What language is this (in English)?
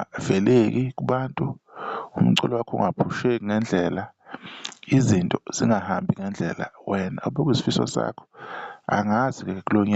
Zulu